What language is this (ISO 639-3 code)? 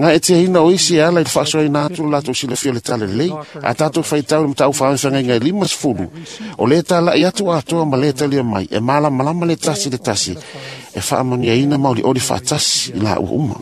smo